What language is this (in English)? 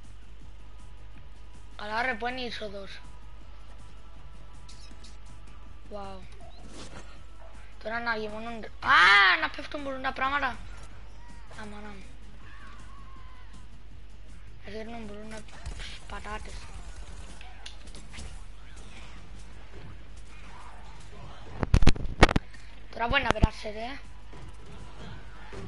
Greek